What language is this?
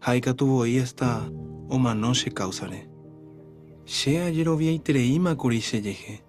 Guarani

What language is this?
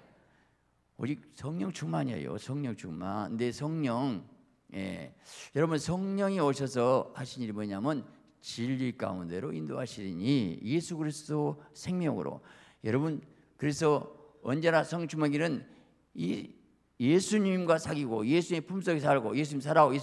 Korean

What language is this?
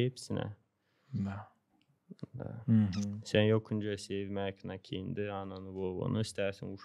Gagauz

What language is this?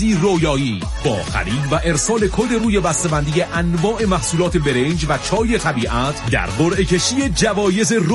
Persian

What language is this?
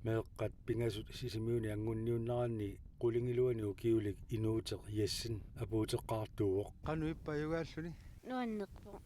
Kalaallisut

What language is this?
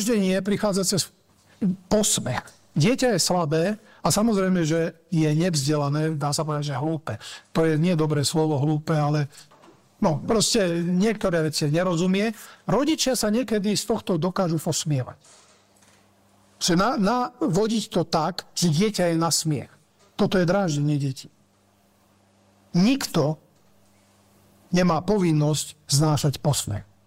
Slovak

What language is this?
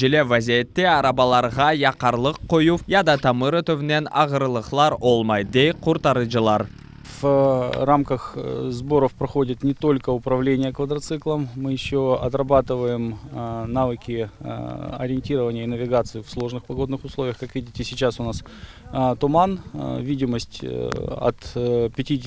Crimean Tatar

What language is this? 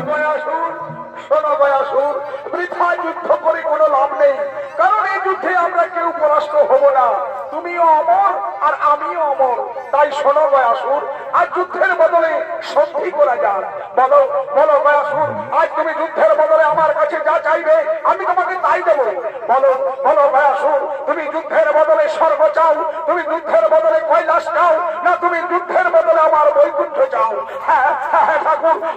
Bangla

